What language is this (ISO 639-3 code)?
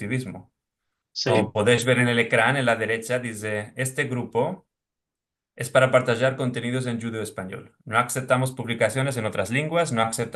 lad